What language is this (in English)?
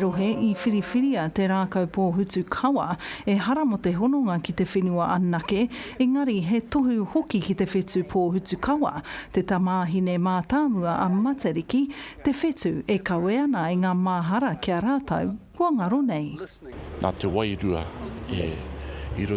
Māori